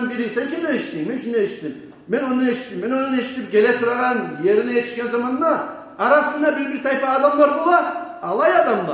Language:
Kumyk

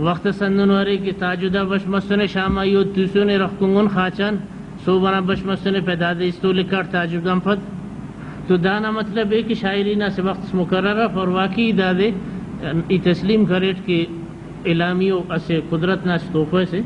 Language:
Brahui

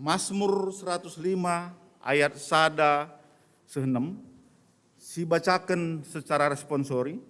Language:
Batak Karo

